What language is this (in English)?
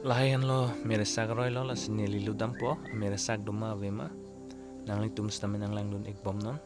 Karbi